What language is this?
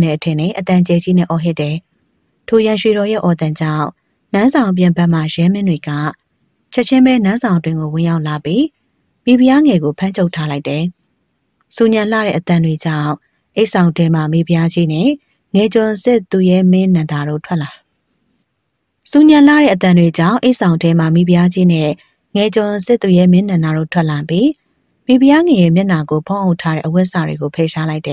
Burmese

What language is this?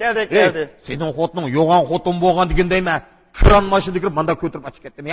Uyghur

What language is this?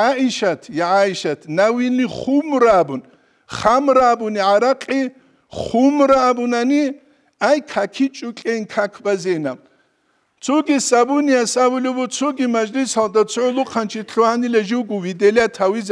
Avaric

